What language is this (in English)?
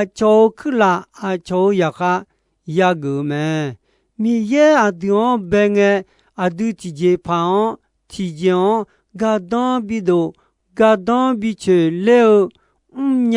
Akha